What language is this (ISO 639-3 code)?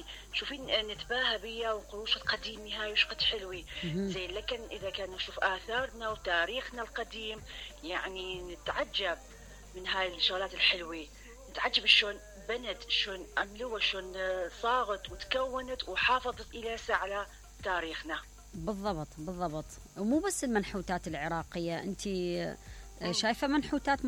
acm